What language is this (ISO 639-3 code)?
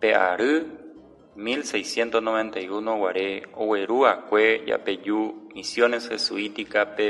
grn